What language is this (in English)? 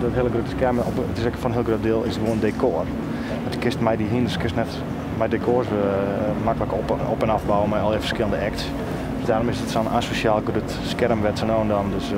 Western Frisian